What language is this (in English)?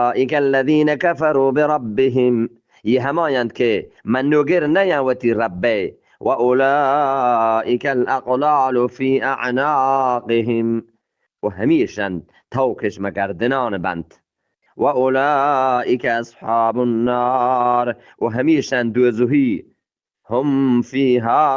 Eastern Balochi